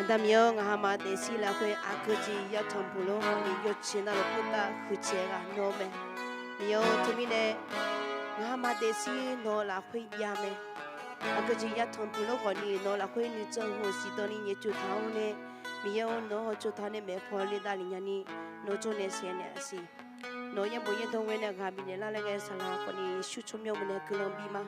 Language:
Akha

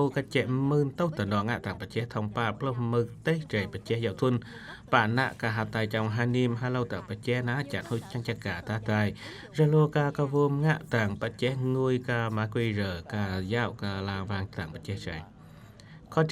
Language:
Eastern Cham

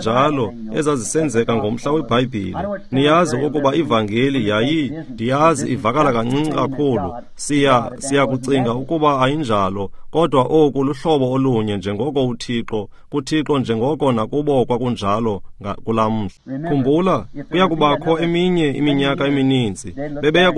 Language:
Xhosa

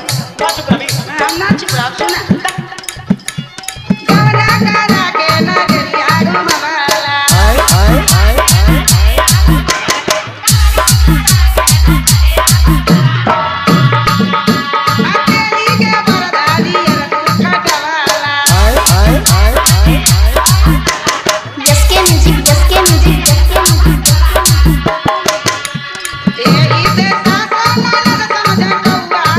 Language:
Bhojpuri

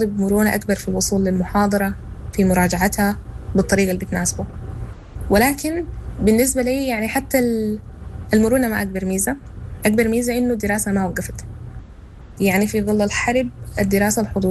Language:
Sudanese Arabic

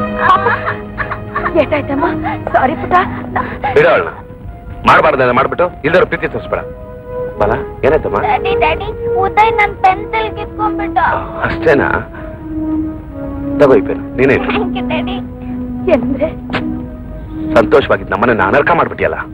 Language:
Kannada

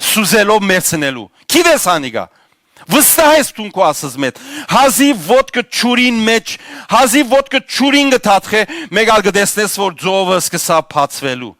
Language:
Western Armenian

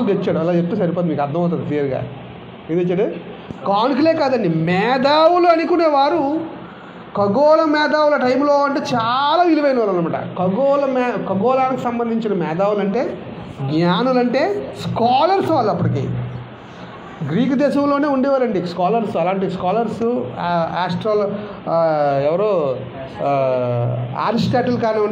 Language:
Telugu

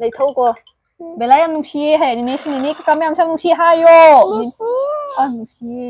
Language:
Manipuri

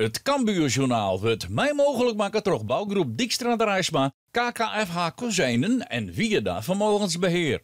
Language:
Western Frisian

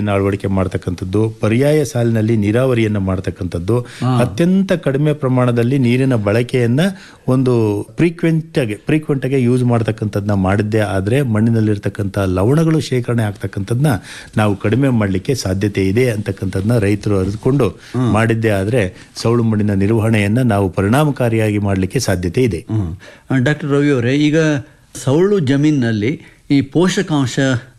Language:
Kannada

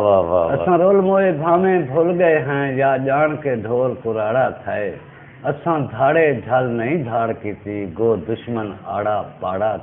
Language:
Saraiki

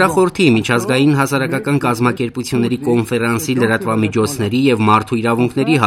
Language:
Armenian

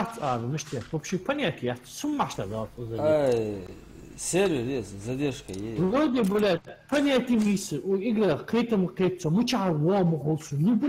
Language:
Ingush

